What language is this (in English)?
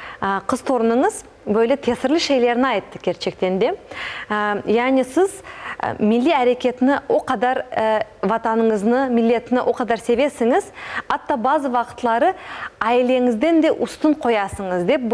Crimean Tatar